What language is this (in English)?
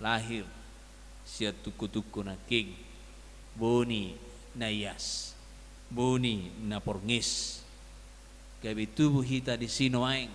Batak Toba